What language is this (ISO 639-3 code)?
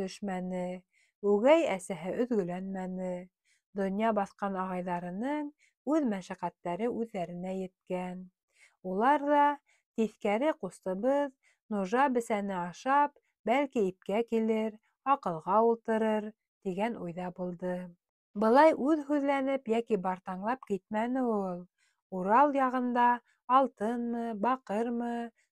bak